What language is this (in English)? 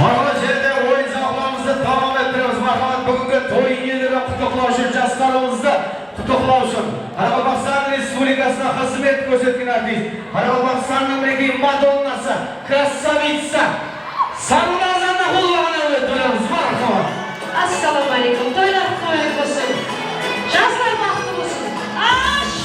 Kara-Kalpak